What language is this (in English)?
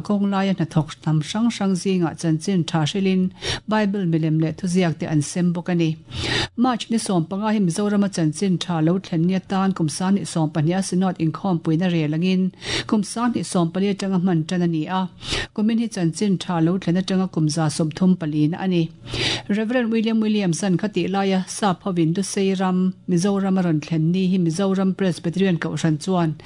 Mizo